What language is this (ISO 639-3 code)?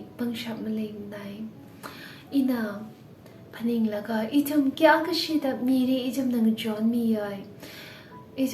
nmf